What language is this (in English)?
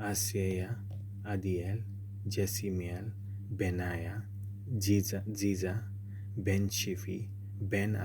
Konkani